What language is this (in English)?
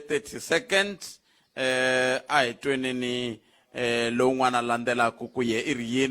Tsonga